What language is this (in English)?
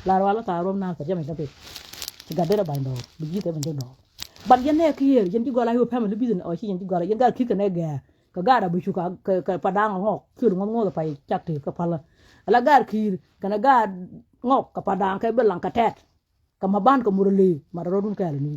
Nuer